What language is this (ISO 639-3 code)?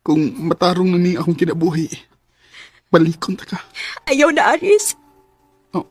ceb